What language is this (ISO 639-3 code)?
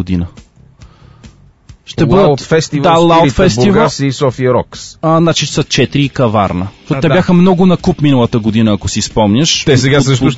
bul